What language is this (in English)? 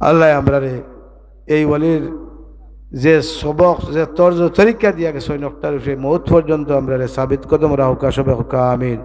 Sylheti